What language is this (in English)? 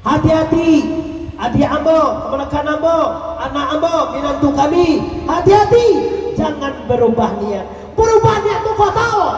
Minangkabau